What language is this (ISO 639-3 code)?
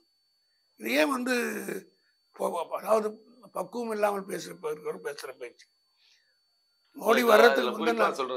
tam